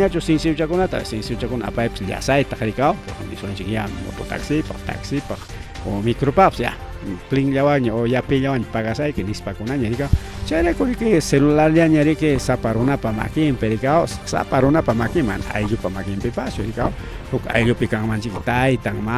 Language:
Ayacucho Quechua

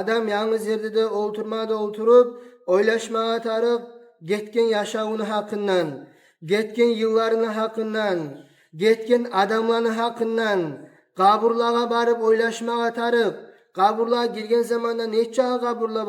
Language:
Kumyk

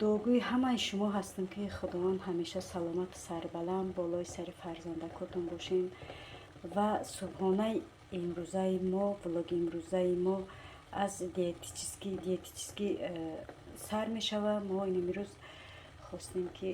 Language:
Tajik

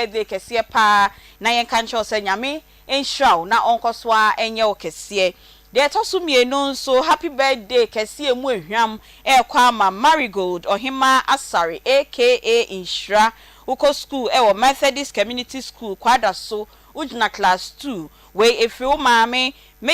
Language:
Akan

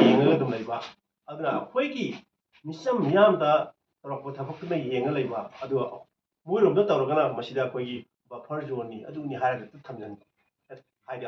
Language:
Manipuri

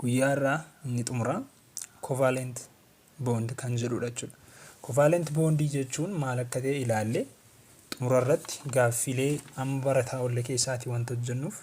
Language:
Oromo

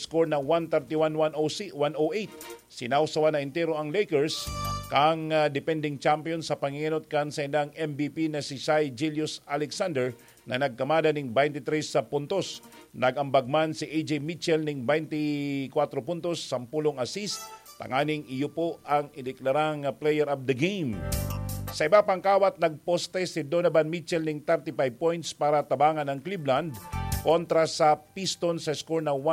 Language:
Bikol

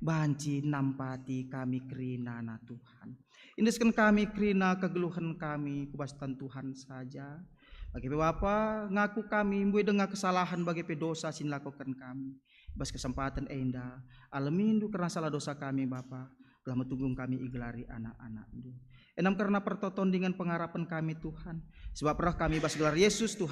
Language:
Batak Karo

